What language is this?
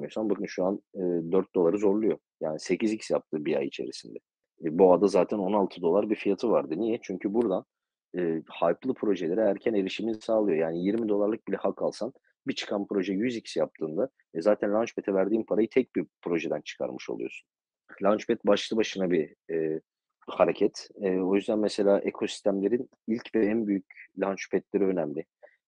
Turkish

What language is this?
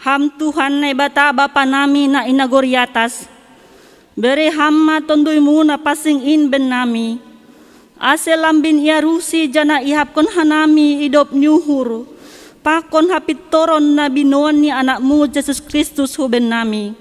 Batak Simalungun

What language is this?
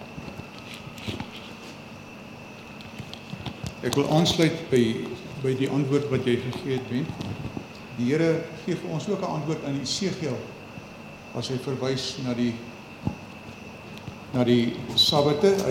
Afrikaans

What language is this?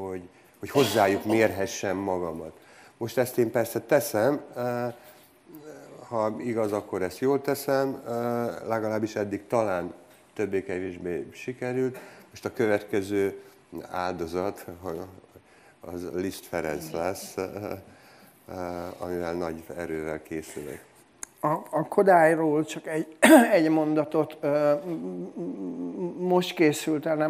Hungarian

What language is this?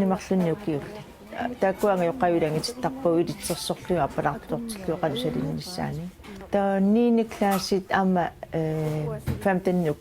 Kalaallisut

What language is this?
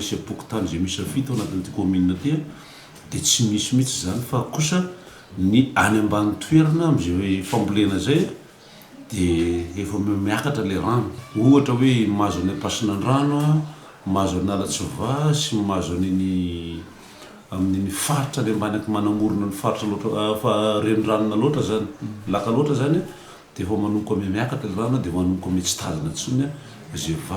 Malagasy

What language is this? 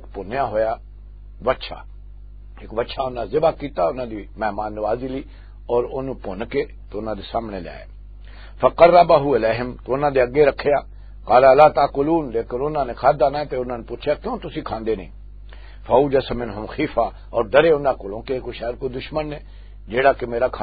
Western Panjabi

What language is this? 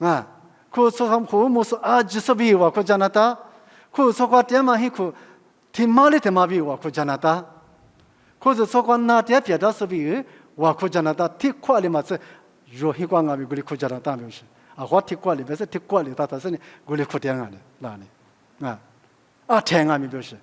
Lisu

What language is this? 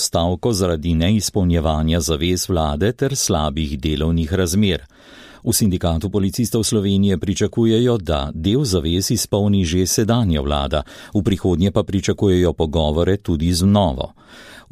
Slovenian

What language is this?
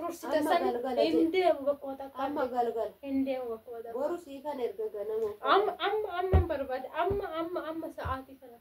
Oromo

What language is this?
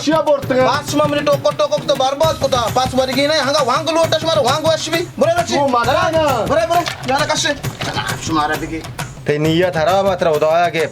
Baluchi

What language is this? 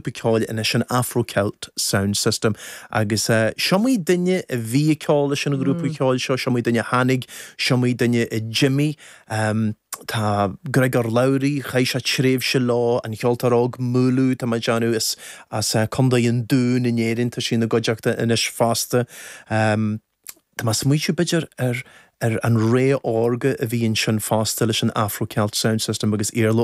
Irish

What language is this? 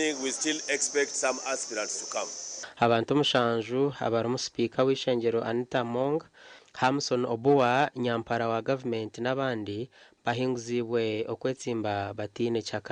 Nyankole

